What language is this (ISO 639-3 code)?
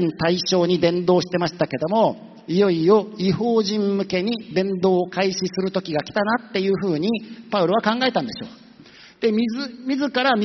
jpn